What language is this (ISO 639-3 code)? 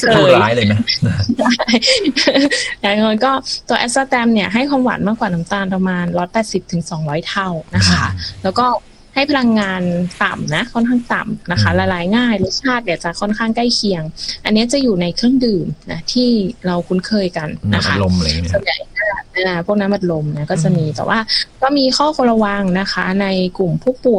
tha